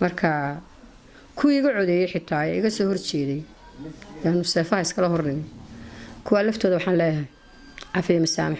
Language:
Somali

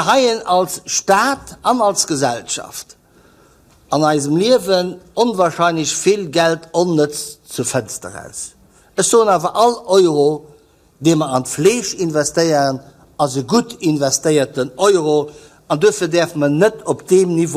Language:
Luxembourgish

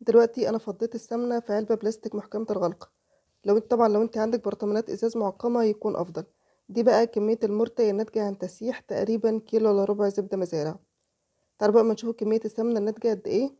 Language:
Egyptian Arabic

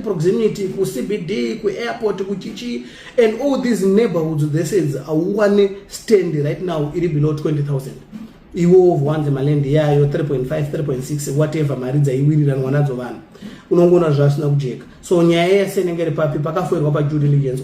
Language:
Shona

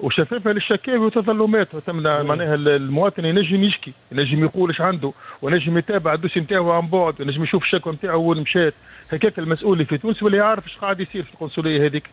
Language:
Tunisian Arabic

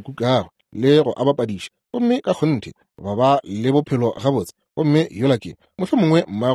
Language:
Northern Sotho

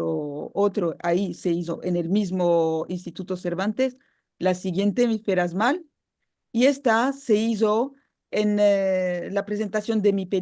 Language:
Ladino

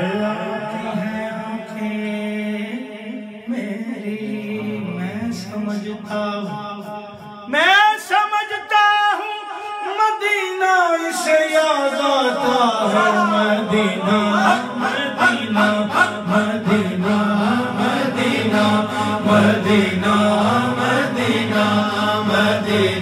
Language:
Urdu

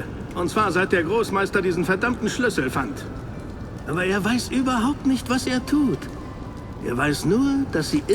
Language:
Bavarian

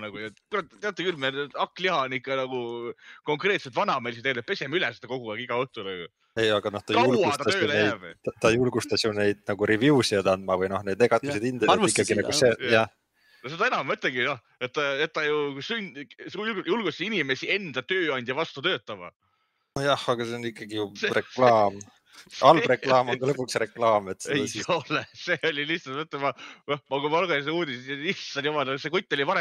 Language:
Estonian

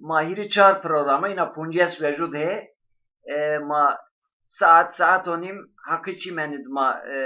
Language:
Zaza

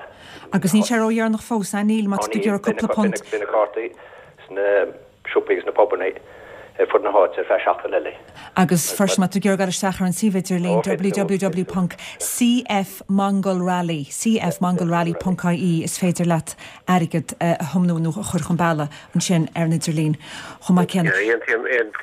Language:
Irish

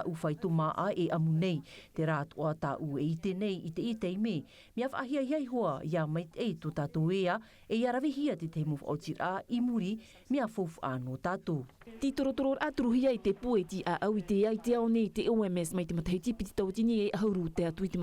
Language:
Tahitian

